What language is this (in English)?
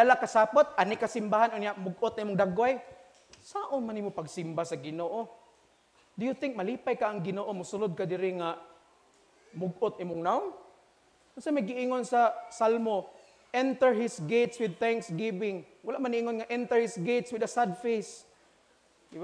Cebuano